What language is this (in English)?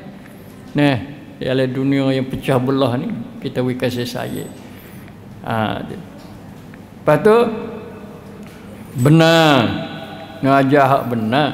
Malay